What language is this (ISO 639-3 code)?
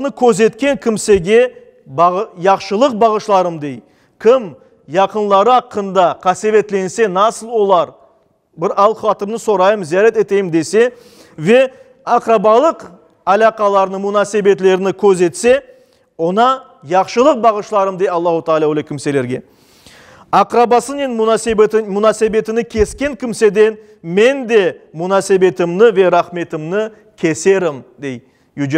crh